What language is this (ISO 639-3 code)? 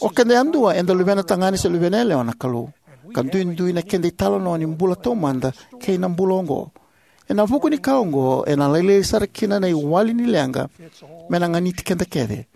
fij